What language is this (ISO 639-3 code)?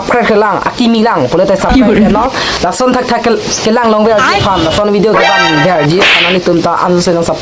mjw